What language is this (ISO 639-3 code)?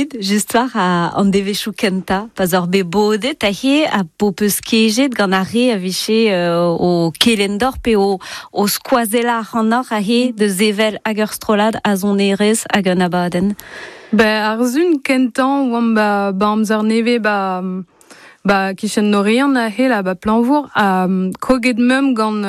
bre